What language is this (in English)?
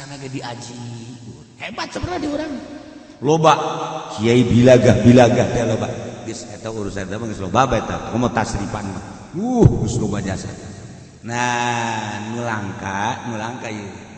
Sundanese